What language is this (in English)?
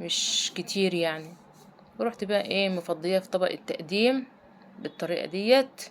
Egyptian Arabic